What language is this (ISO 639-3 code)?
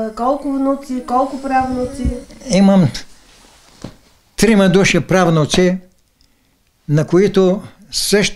bul